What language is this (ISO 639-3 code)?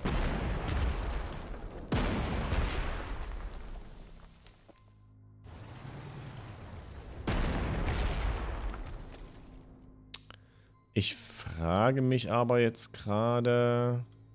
deu